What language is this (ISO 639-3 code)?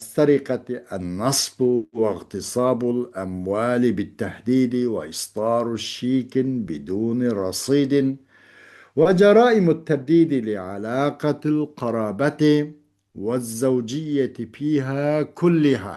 uig